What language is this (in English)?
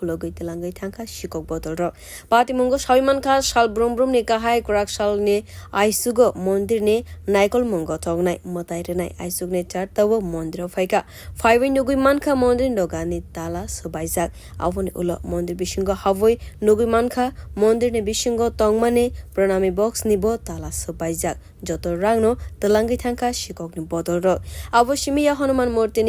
Kok Borok